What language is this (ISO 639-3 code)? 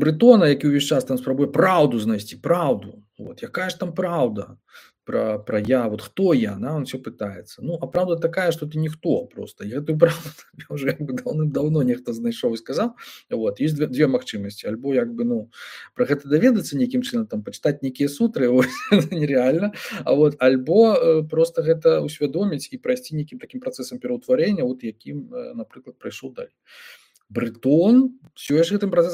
bel